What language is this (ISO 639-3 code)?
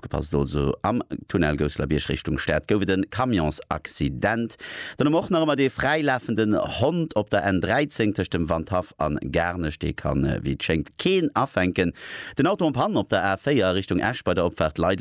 ltz